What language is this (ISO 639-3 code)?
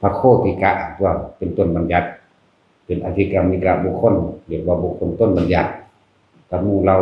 tts